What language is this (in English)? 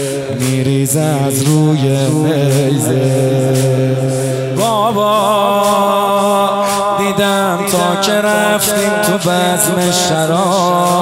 Persian